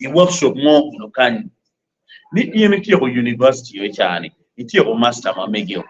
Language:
Acoli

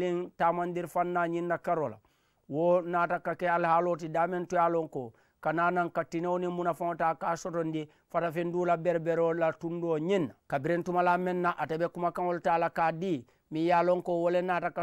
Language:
Mandingo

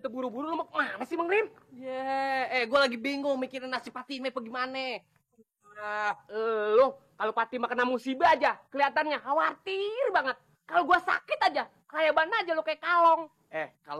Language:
Betawi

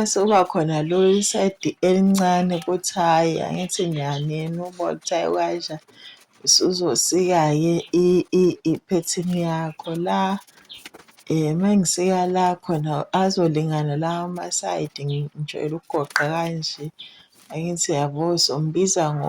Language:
Zulu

